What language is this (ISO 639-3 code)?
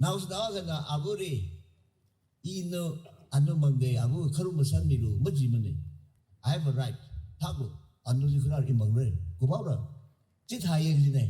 nmf